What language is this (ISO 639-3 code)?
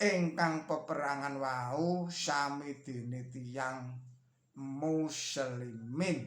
jav